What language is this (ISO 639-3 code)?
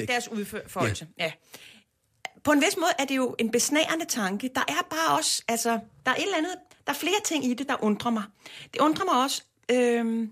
dan